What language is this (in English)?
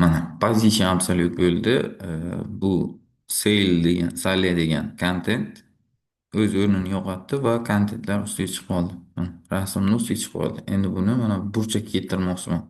Uzbek